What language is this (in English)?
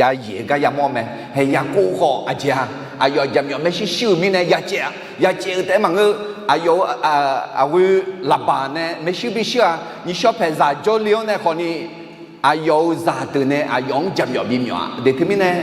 Akha